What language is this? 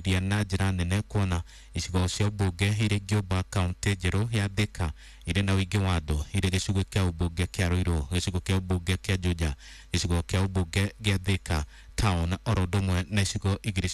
Kikuyu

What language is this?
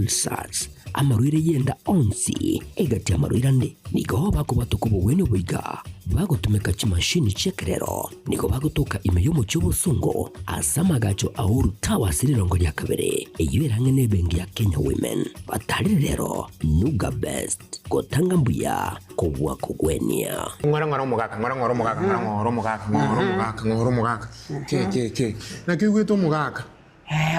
Gusii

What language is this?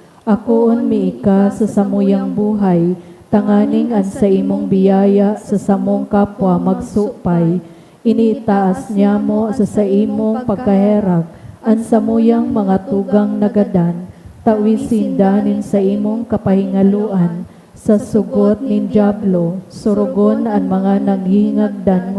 Bikol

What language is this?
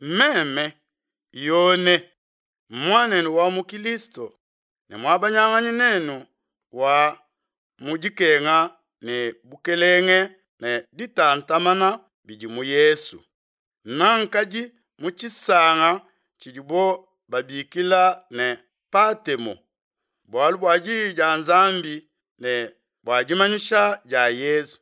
Luba-Lulua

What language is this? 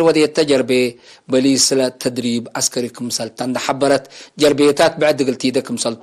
Tigre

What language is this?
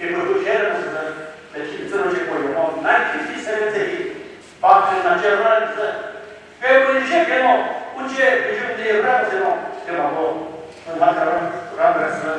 Chokri Naga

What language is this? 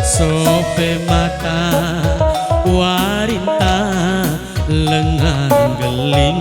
Batak Karo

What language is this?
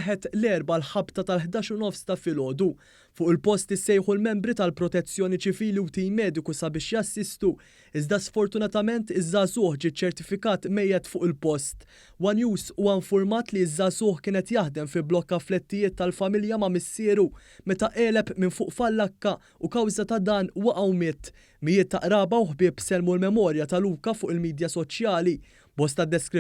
Maltese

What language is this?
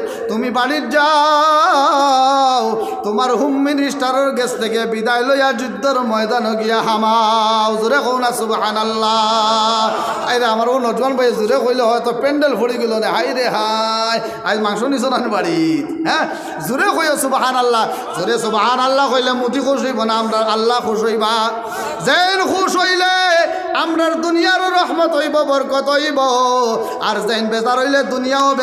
Sylheti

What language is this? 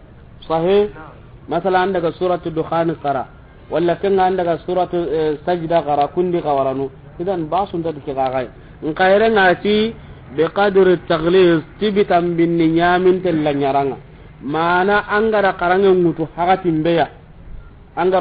Soninke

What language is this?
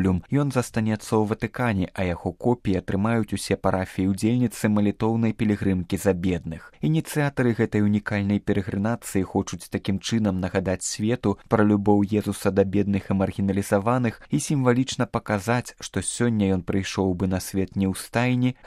Belarusian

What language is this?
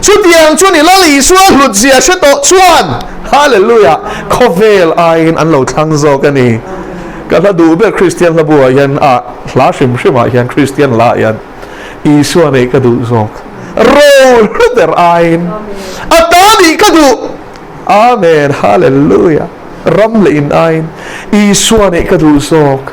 Mizo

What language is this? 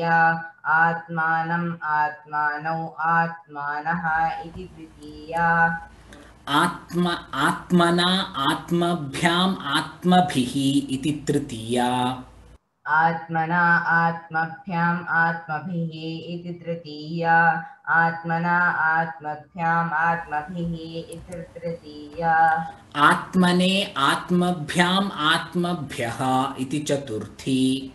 Sanskrit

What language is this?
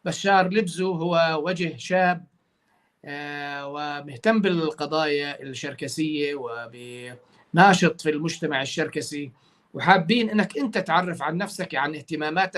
North Levantine Arabic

